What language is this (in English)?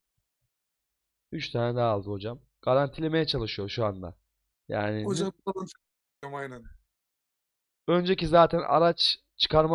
Turkish